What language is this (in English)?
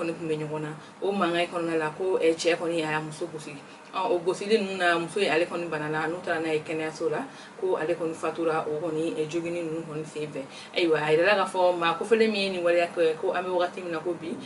Bambara